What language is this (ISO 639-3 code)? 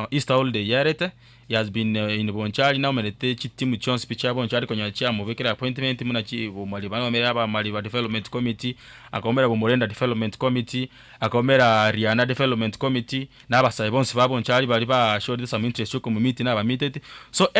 guz